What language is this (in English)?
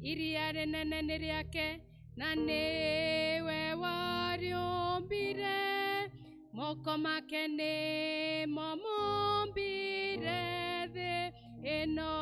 Kikuyu